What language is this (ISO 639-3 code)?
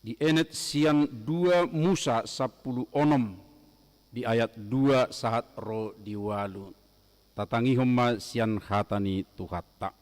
bbc